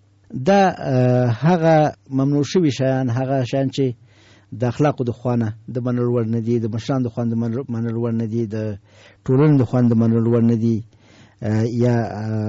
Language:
Pashto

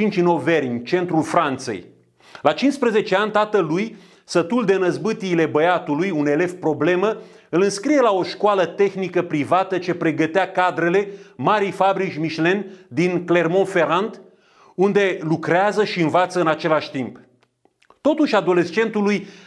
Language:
Romanian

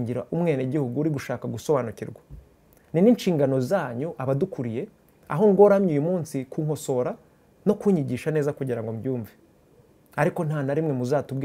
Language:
Kinyarwanda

